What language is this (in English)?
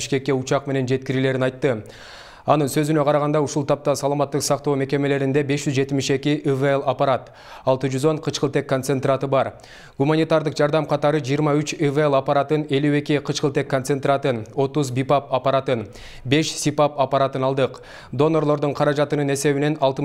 Kyrgyz